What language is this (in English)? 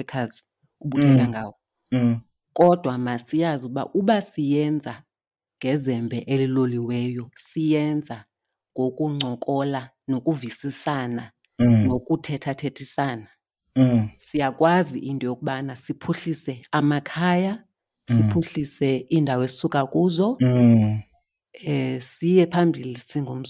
Xhosa